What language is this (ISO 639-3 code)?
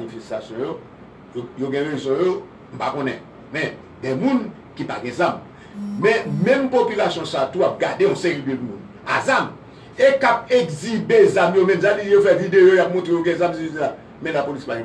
hat